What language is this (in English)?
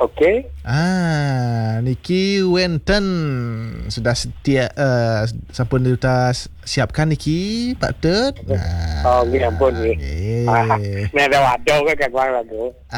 Balinese